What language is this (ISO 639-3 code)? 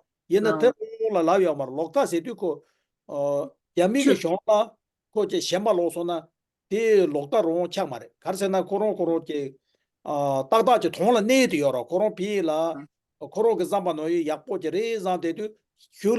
bod